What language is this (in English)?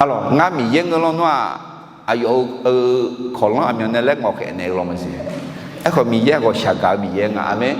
Akha